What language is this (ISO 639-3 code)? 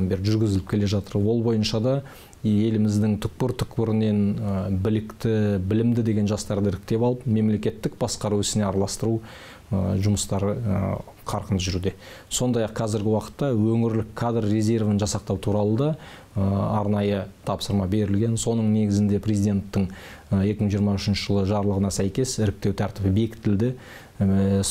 kaz